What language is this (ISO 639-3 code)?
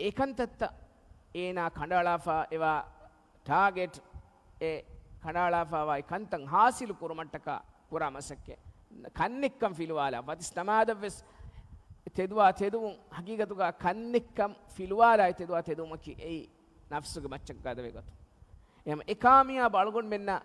div